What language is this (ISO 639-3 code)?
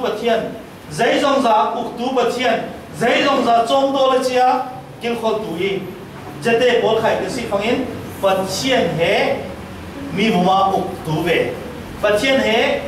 cfm